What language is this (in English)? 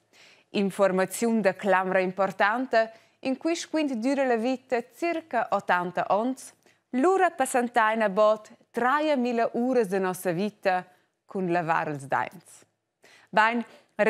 Romansh